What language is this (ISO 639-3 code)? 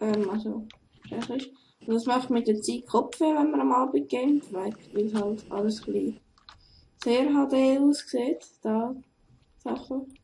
gsw